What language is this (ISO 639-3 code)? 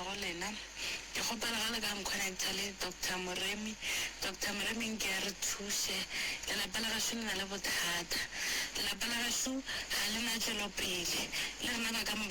nso